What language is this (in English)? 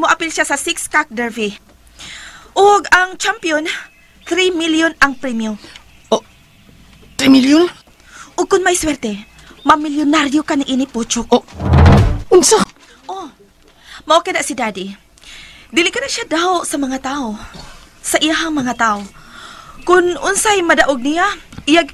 Cebuano